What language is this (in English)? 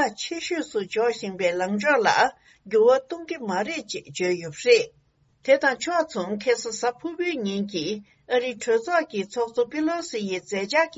Tibetan